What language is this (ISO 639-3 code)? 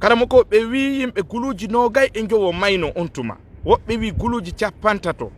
ful